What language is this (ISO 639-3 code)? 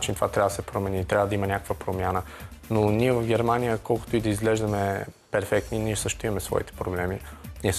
bul